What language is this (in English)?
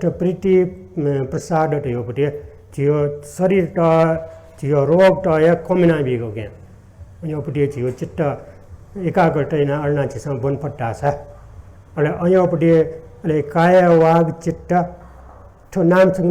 Newari